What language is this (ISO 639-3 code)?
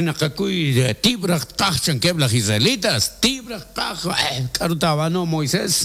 kek